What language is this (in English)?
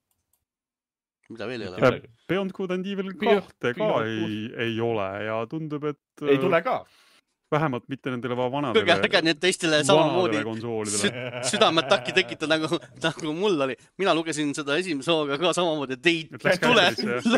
Estonian